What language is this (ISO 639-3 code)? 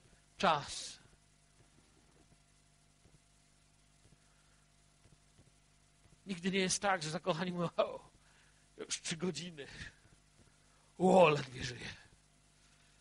pol